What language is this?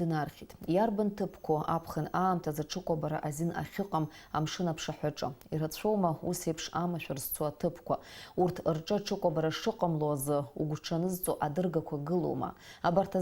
Abkhazian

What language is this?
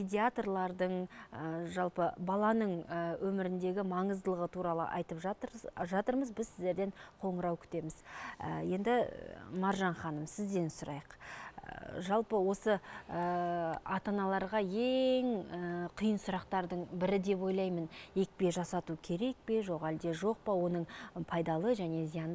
Kazakh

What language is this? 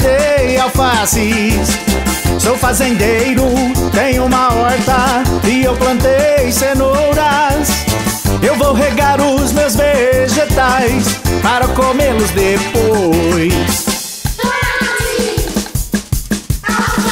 Portuguese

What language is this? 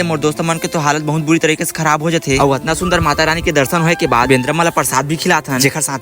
Chhattisgarhi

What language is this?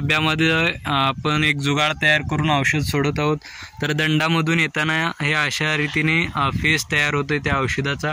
Marathi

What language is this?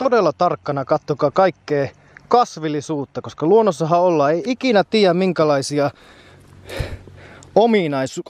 Finnish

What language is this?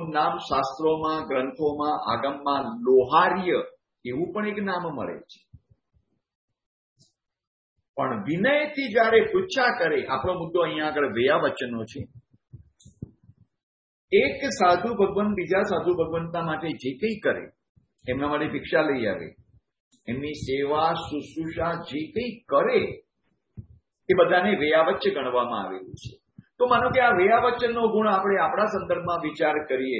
Gujarati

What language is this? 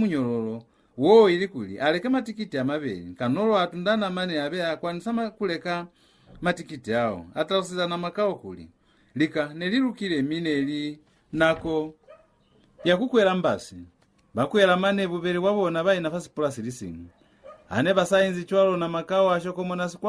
Lozi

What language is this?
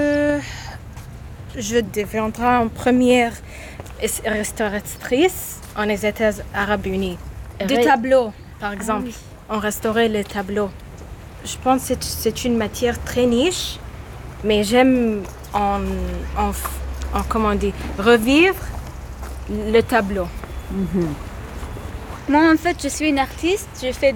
French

